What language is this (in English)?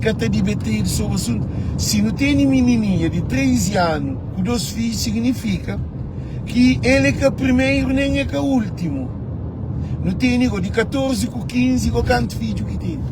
Kabuverdianu